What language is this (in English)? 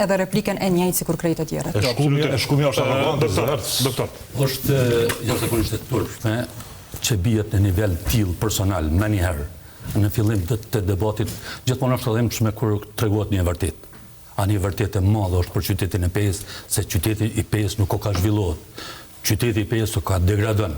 Albanian